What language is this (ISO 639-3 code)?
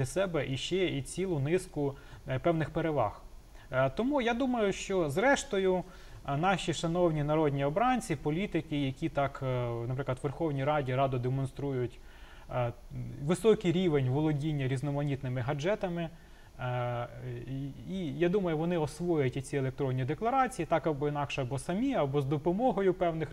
ukr